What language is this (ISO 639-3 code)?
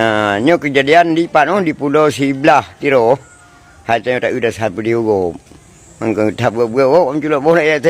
ace